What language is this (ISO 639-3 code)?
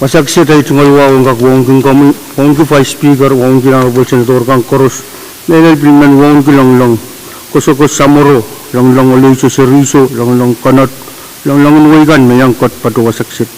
pon